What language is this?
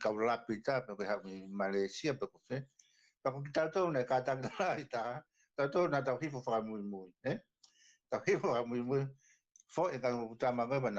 Tongan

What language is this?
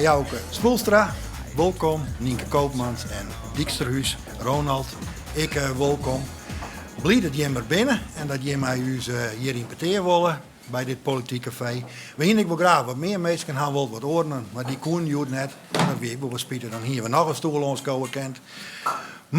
Western Frisian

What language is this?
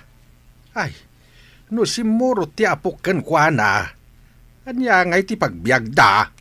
Iloko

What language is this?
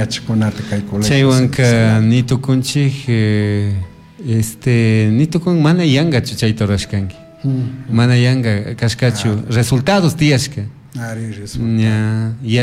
Chimborazo Highland Quichua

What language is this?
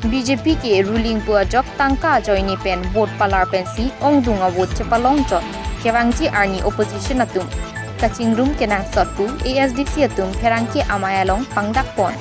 Karbi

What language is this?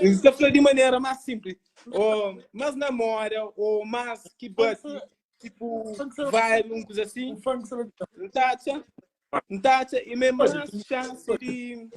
Kabuverdianu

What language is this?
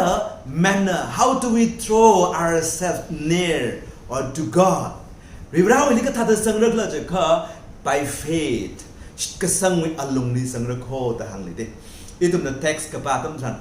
Tangkhul Naga (India)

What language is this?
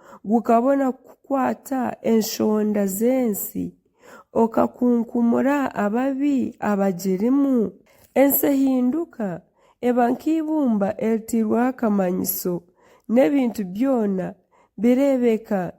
Nyankole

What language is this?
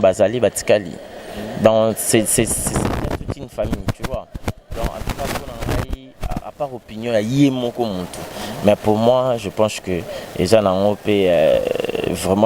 Lingala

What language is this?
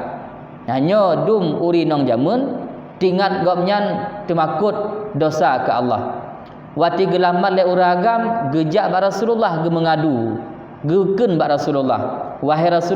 Achinese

